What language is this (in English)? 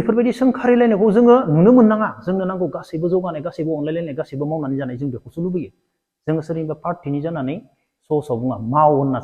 Bodo